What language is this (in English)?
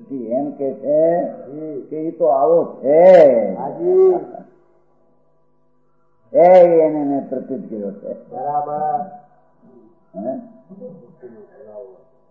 Gujarati